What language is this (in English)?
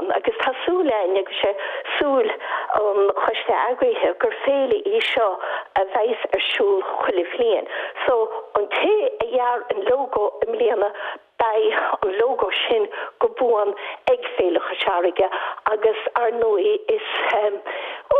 Irish